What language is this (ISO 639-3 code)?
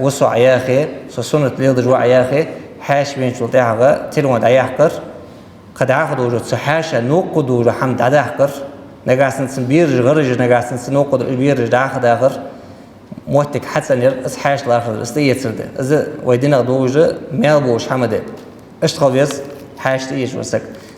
inh